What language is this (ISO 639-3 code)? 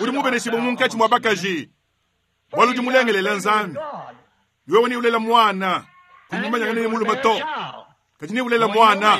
lua